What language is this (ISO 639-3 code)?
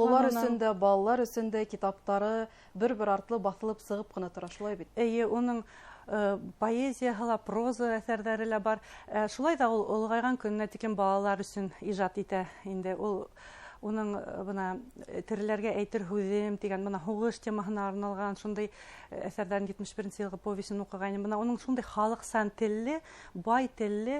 bak